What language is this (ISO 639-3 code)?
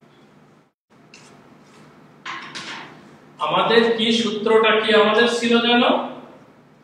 ben